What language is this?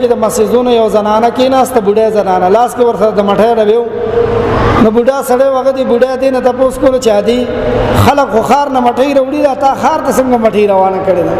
Pashto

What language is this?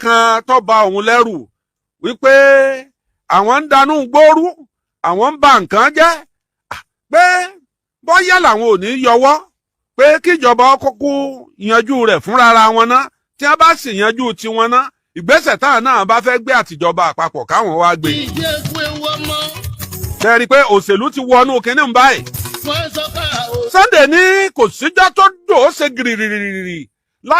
Yoruba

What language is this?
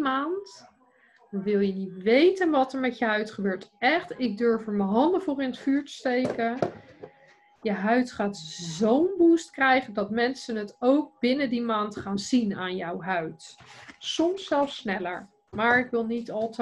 Dutch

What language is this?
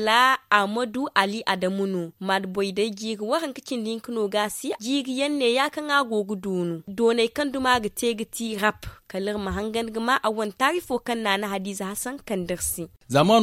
Zarma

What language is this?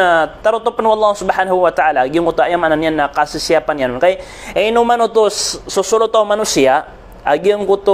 Maranao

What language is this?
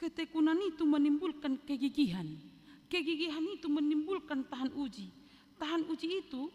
Batak Toba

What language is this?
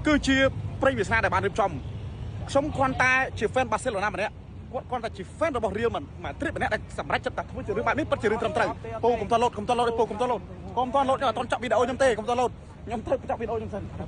Khmer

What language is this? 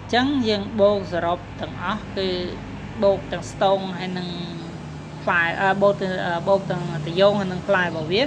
Khmer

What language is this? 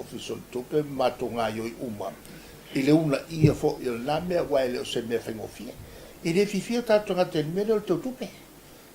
Samoan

